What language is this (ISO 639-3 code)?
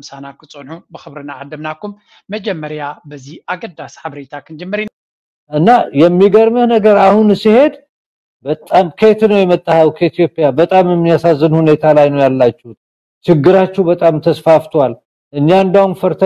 tir